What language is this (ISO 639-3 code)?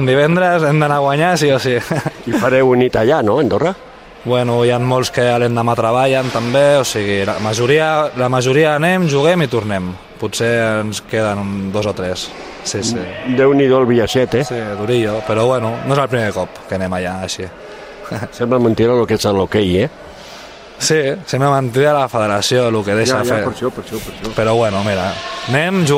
cat